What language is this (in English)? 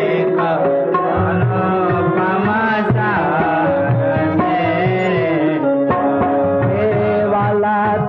Gujarati